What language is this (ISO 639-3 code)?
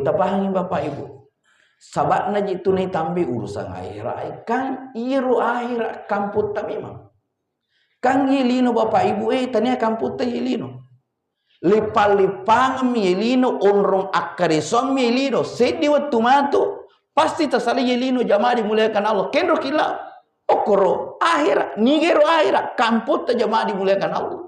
bug